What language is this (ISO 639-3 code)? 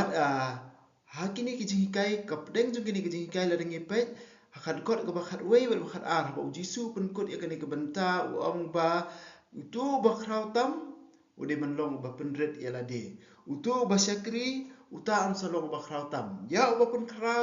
kha